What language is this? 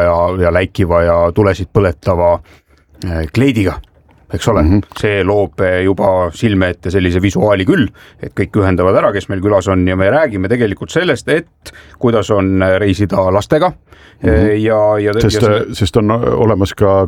Estonian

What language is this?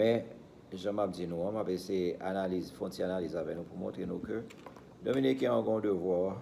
Haitian Creole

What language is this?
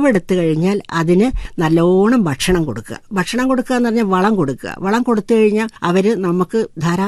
Malayalam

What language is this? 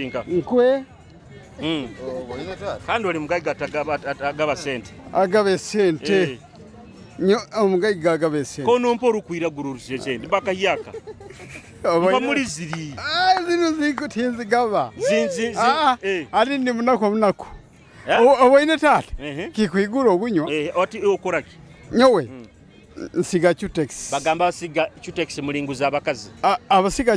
Nyoro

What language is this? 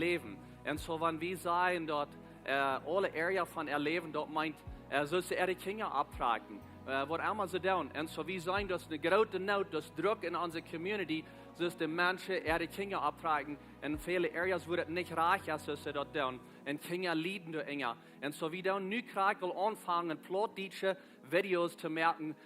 Plautdietsch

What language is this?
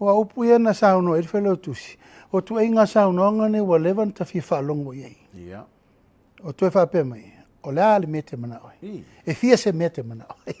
Samoan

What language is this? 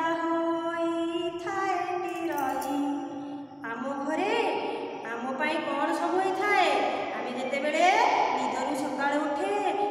Odia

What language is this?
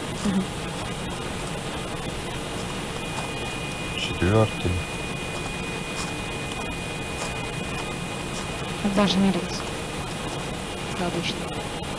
Russian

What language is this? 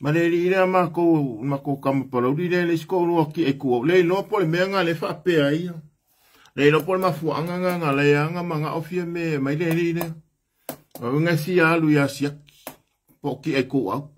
Samoan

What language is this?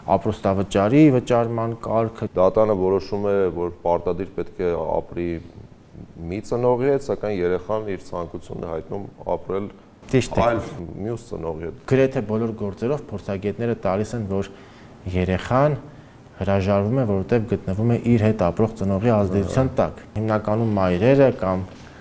Armenian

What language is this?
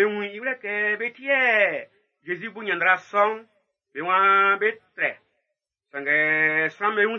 Baoulé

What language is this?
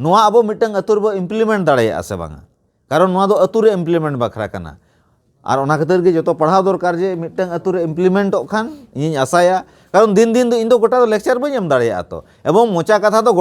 Santali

